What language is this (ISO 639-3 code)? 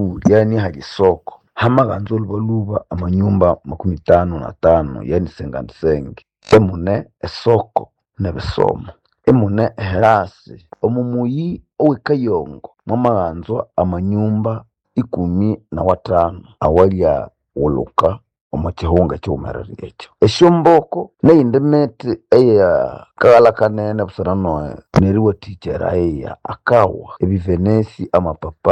nnb